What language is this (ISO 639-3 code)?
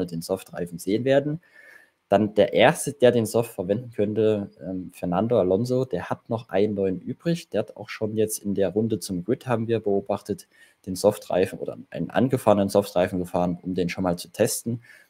deu